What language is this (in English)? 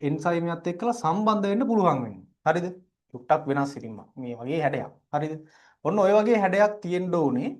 Sinhala